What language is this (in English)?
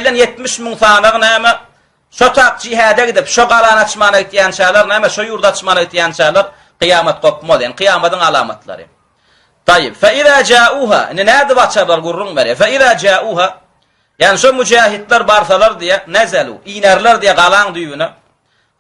Turkmen